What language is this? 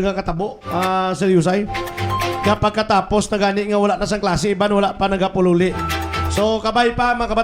Hiligaynon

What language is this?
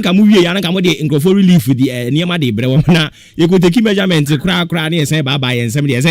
Akan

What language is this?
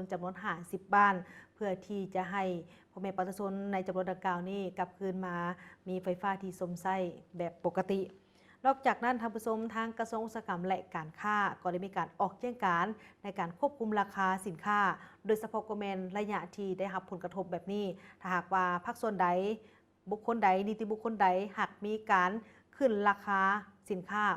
Lao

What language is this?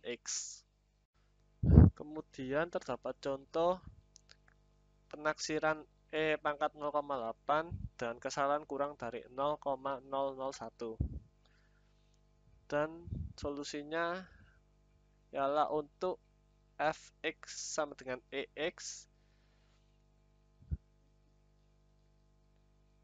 Indonesian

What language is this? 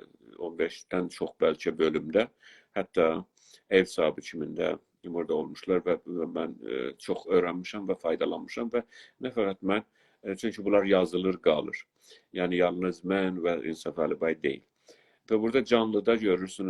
South Azerbaijani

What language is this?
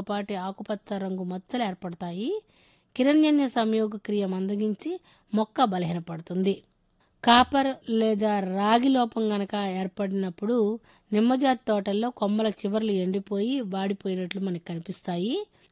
Telugu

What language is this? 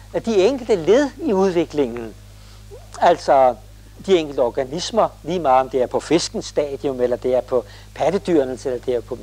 Danish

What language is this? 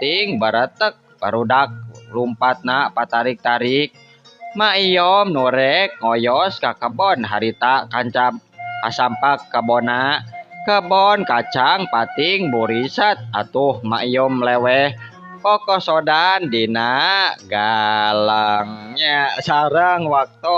Sundanese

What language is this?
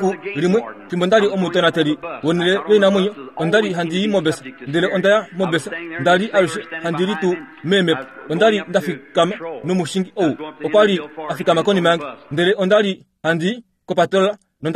Kuanyama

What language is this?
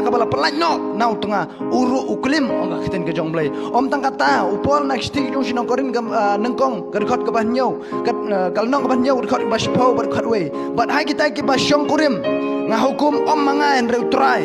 Khasi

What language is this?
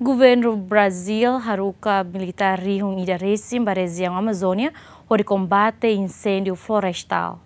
Tetum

